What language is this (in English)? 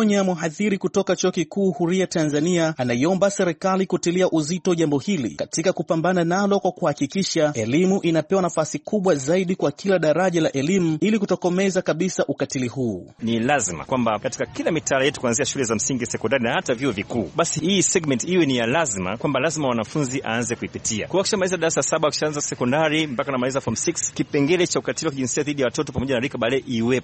Swahili